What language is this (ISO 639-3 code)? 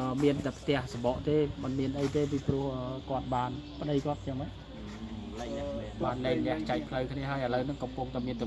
khm